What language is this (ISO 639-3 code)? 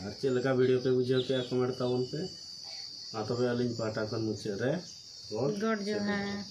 sat